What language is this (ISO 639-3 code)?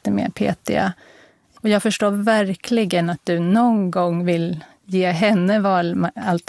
swe